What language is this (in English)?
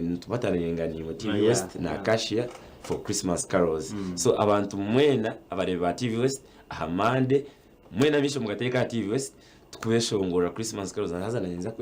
Nyankole